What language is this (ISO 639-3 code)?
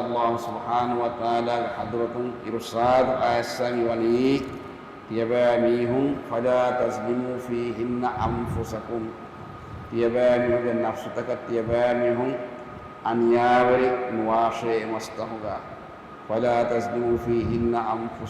div